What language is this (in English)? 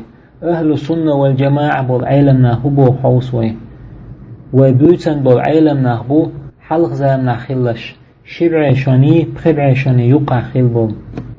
Chechen